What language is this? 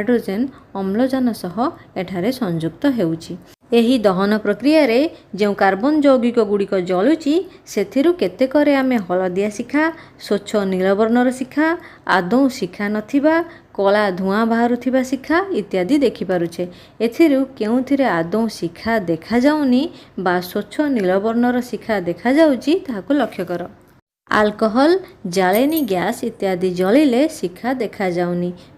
Odia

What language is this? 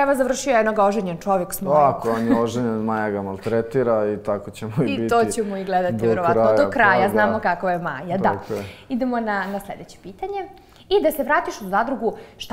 Serbian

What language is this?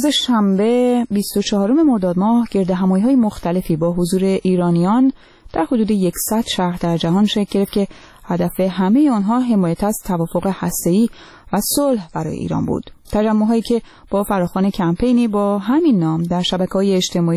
Persian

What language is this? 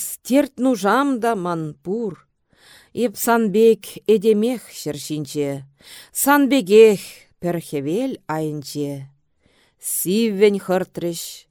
Chuvash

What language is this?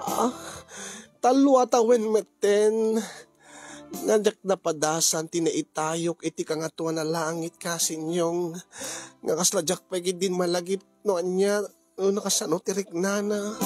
Iloko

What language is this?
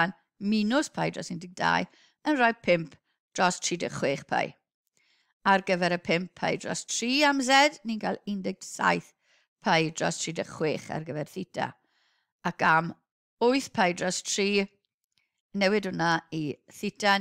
Welsh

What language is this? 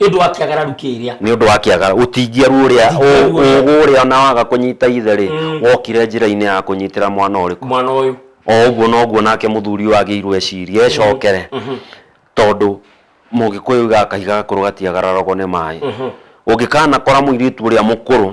Kikuyu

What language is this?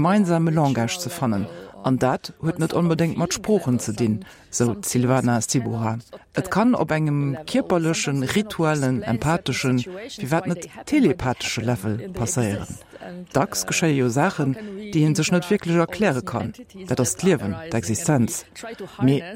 Luxembourgish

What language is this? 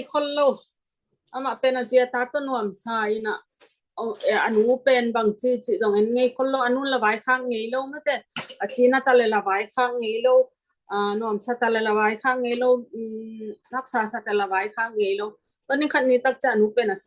Tedim Chin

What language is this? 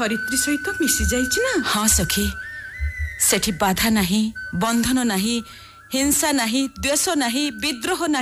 Odia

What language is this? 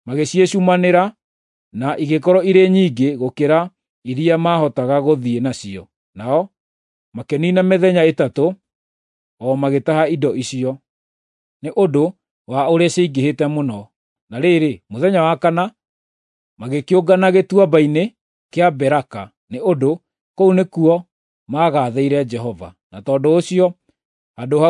Kikuyu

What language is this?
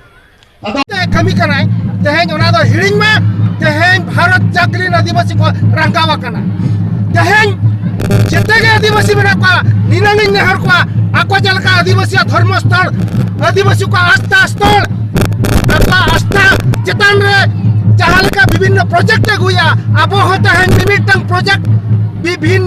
Santali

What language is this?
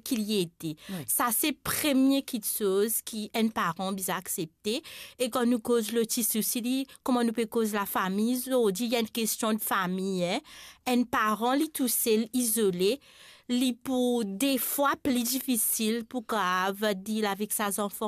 Morisyen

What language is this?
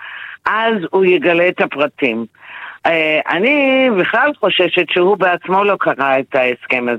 Hebrew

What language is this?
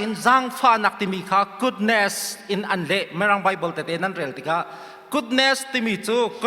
Hakha Chin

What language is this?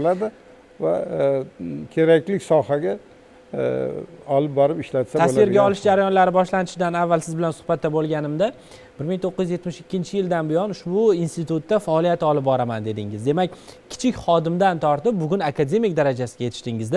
Uzbek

